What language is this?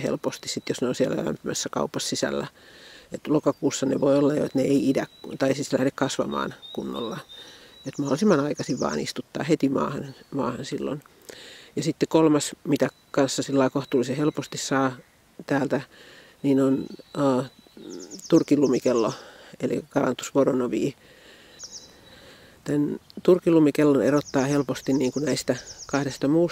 Finnish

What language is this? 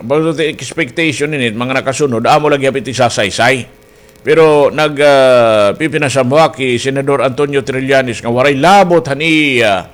Waray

